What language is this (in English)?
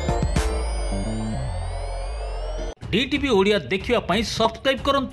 Odia